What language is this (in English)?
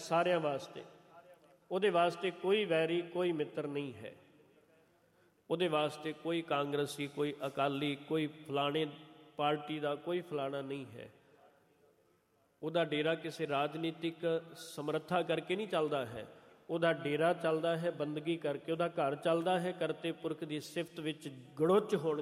Punjabi